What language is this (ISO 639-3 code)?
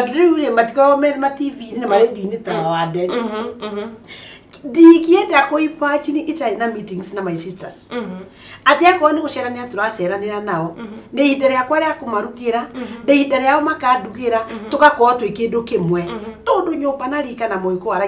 kik